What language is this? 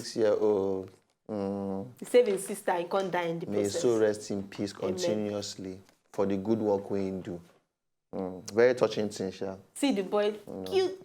Nigerian Pidgin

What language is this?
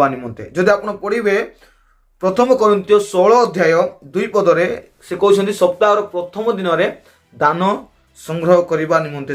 Odia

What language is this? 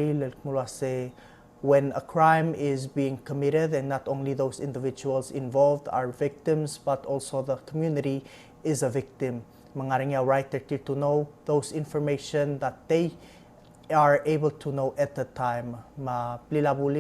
Palauan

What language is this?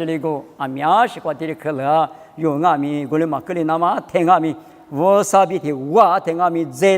Lisu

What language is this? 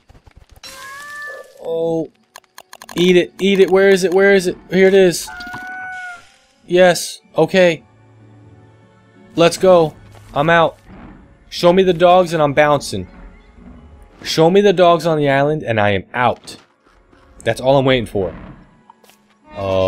English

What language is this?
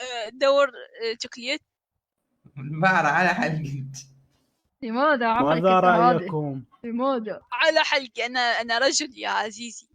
Mesopotamian Arabic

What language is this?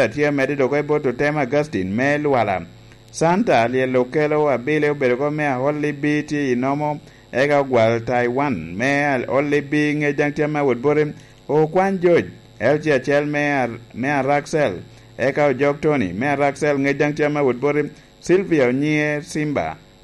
Lango (Uganda)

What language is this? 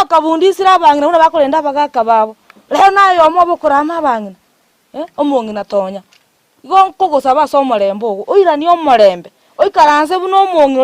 Gusii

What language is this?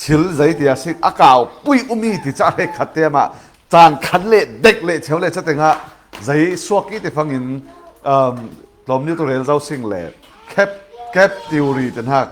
Falam Chin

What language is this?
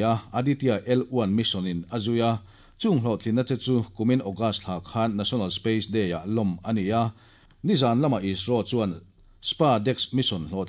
Mizo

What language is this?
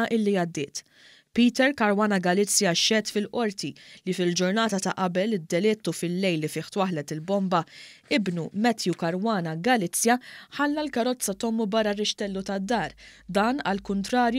Maltese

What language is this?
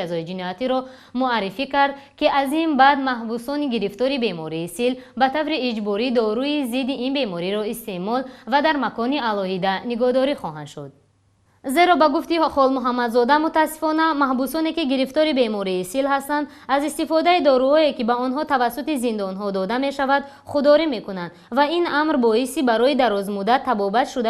Tajik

